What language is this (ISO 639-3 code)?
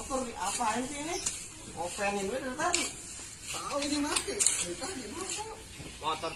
bew